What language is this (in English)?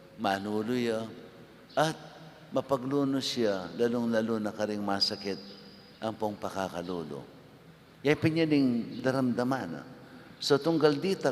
Pampanga